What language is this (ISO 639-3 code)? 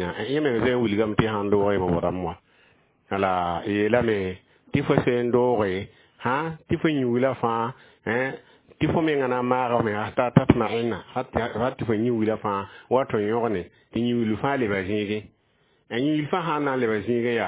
mos